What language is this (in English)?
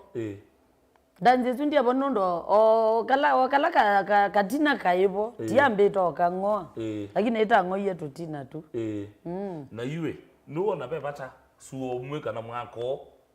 Kamba